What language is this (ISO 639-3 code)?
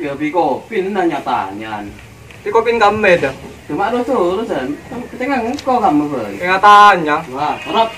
mad